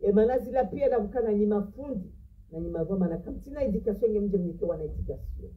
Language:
Ngazidja Comorian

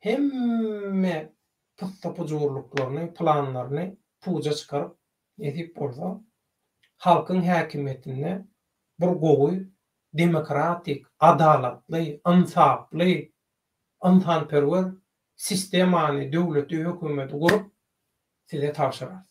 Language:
Turkmen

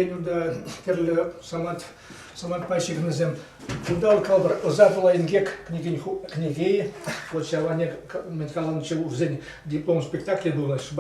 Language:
Chuvash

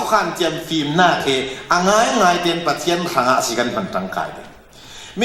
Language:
Falam Chin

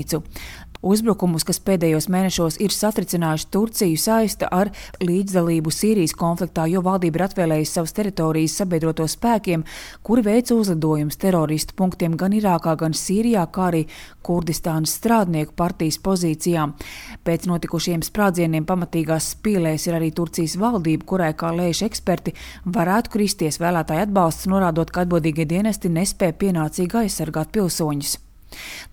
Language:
Latvian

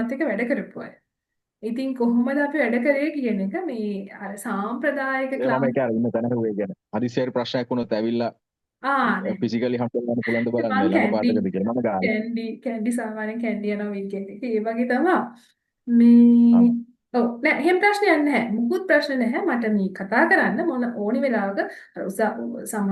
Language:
Sinhala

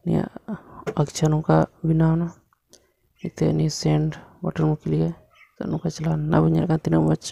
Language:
Santali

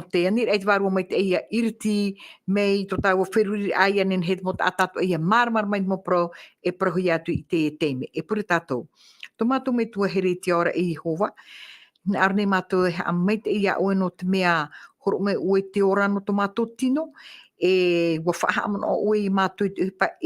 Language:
Tahitian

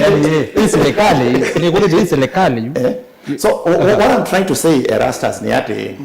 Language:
Kamba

